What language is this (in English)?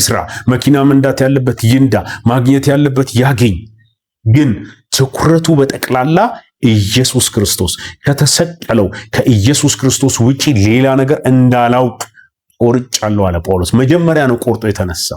Amharic